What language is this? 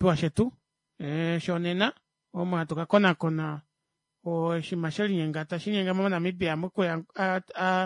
Kuanyama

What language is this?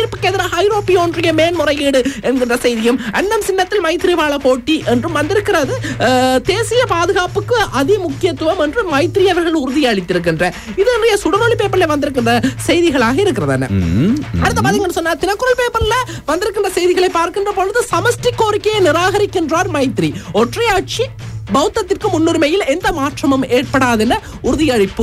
Tamil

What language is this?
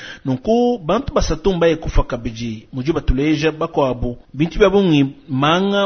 Luba-Lulua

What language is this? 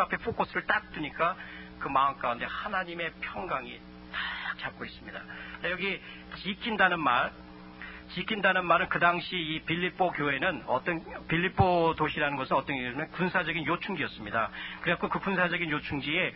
Korean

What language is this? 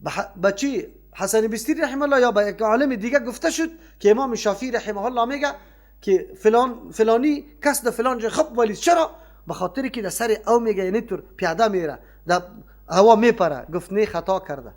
Persian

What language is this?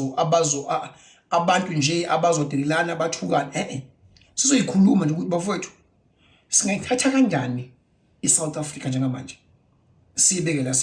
Zulu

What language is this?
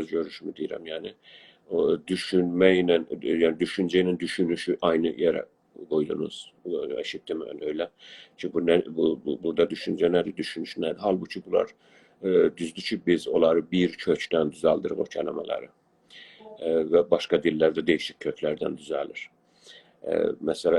South Azerbaijani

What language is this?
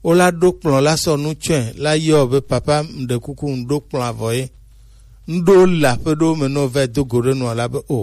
Gen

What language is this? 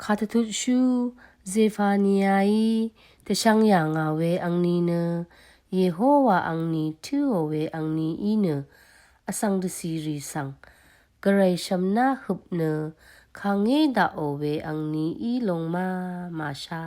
Rawang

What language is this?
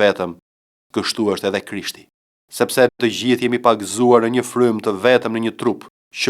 Albanian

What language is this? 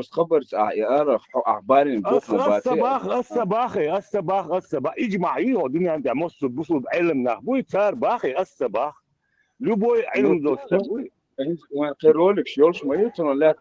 Chechen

